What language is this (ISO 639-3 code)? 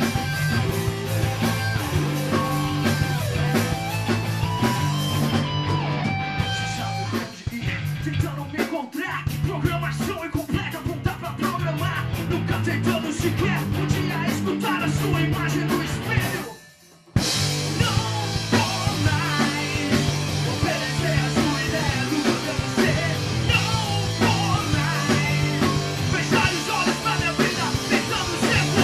por